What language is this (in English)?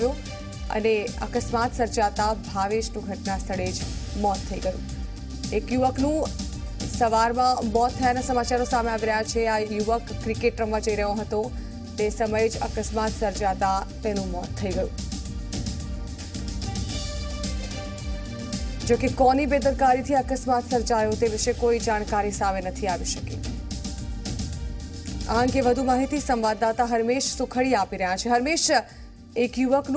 Gujarati